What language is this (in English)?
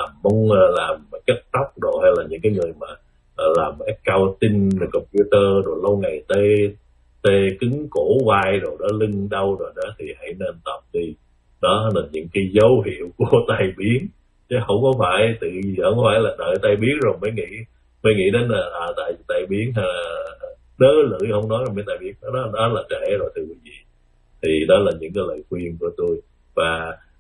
Vietnamese